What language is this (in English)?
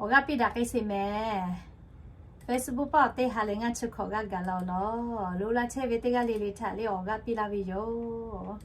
Lahu